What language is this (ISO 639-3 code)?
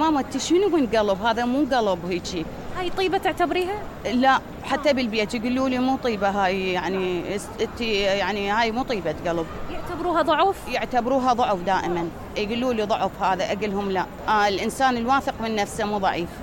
acm